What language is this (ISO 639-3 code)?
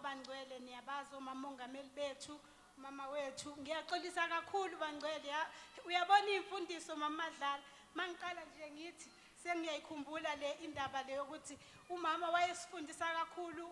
zul